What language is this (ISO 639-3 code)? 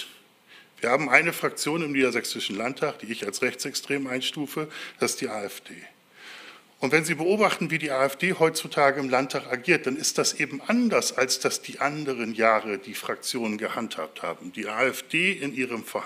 deu